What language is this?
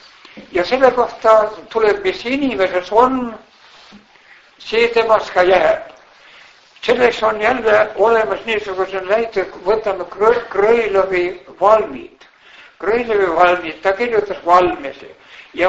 Estonian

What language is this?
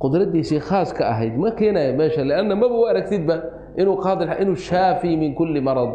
Somali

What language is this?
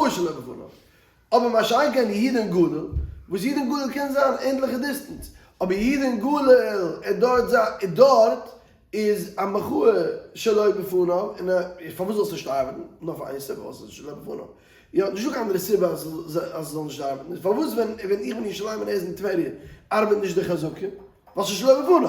Yiddish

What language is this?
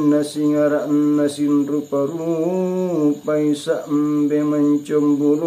Makasar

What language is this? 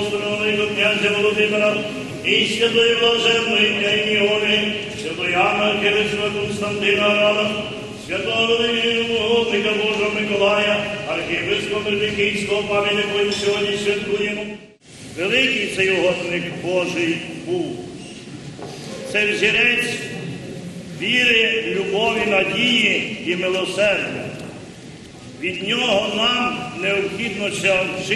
Ukrainian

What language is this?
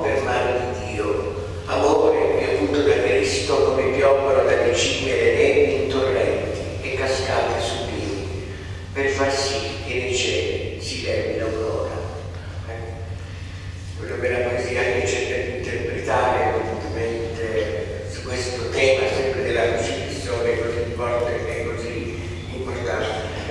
Italian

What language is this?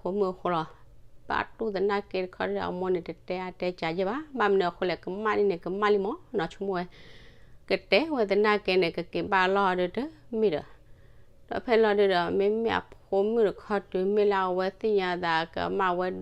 S'gaw Karen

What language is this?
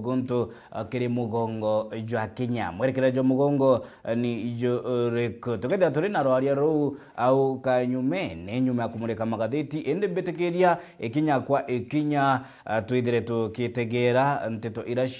Meru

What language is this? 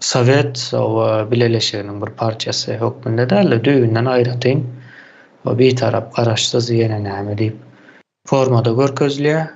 Turkmen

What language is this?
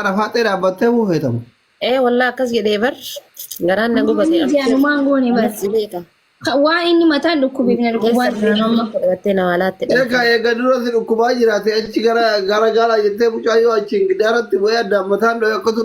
Oromo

